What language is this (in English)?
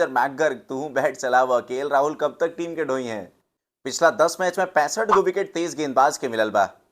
Bhojpuri